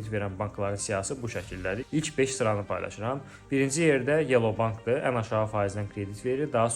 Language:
Azerbaijani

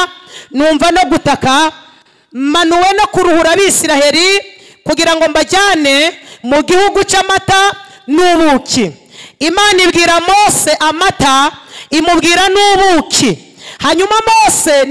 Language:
Kinyarwanda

